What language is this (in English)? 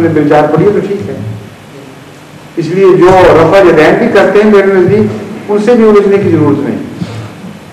Urdu